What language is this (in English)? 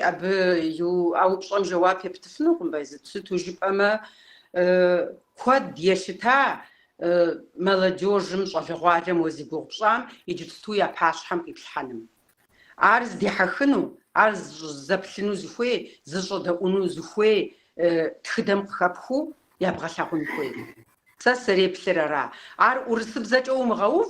Kabardian